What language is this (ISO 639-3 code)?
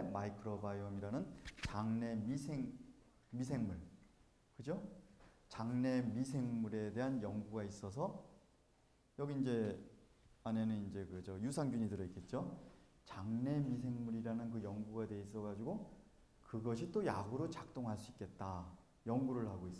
kor